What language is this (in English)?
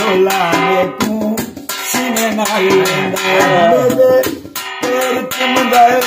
Saraiki